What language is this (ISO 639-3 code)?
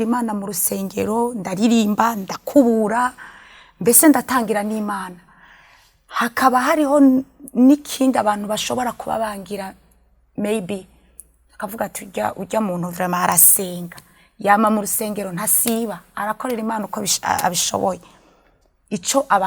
run